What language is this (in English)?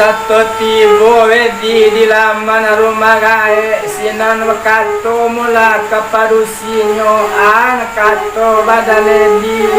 Minangkabau